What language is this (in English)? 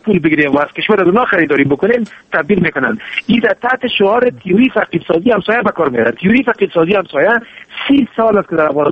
Persian